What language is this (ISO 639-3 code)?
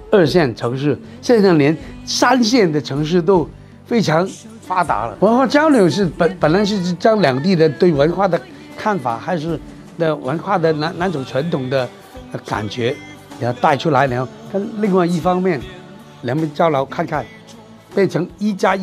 zho